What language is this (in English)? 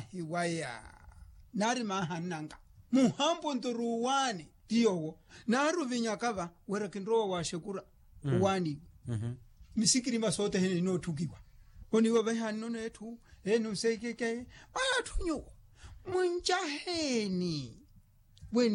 Makhuwa